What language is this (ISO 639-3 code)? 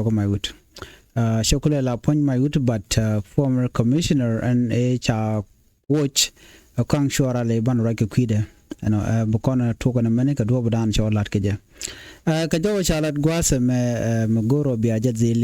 nus